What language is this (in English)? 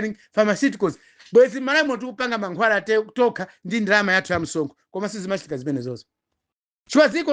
Nyanja